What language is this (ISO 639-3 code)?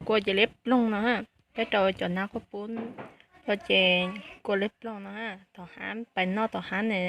hmn